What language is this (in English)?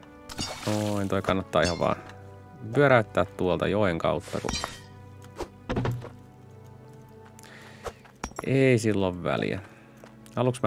Finnish